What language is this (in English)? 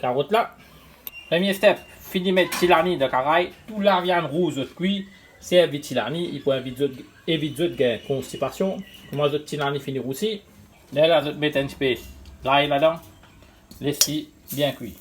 Morisyen